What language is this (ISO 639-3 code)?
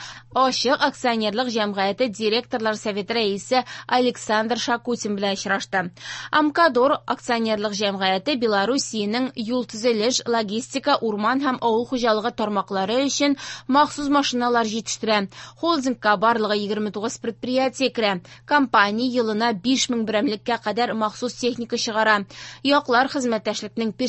tat